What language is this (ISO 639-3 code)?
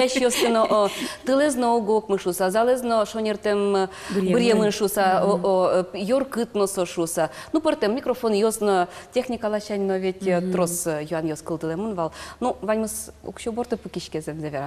udm